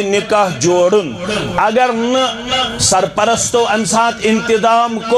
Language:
Kashmiri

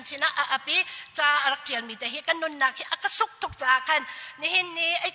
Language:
Hakha Chin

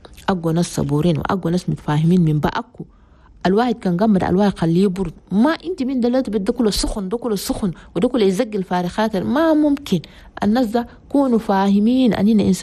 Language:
Chadian Arabic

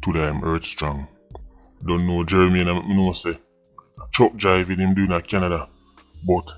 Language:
Jamaican Creole English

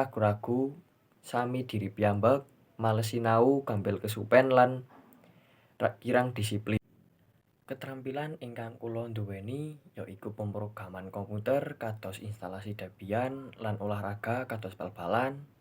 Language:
Javanese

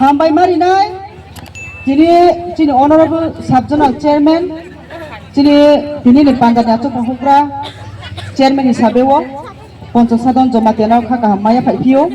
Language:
Kok Borok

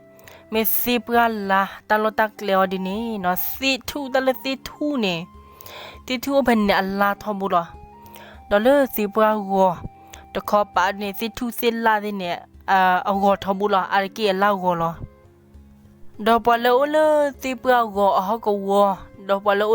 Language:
S'gaw Karen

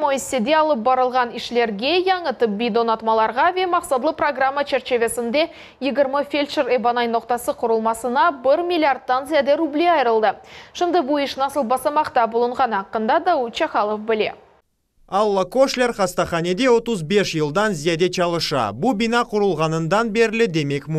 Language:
Crimean Tatar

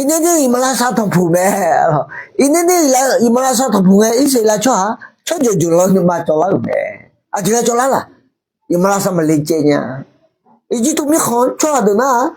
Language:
Akha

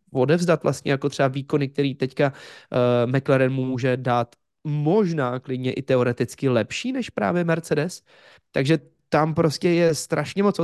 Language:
Czech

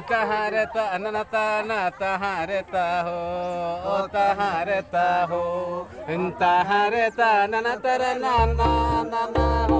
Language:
Santali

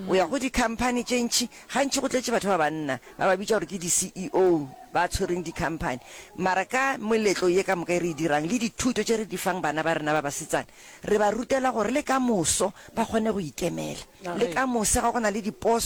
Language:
Northern Sotho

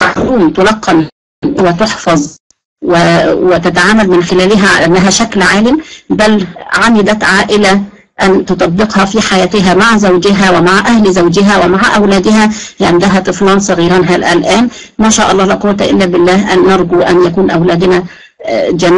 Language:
Arabic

